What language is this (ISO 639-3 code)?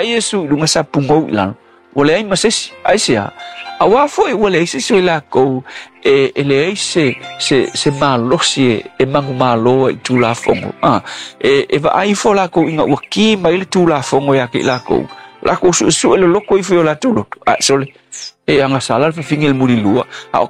smo